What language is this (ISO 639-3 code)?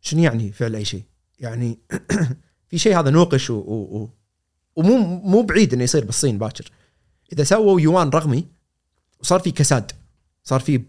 afb